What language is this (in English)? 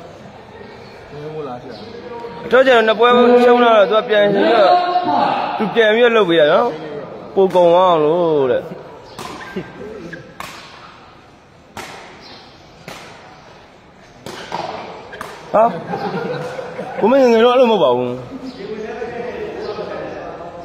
Burmese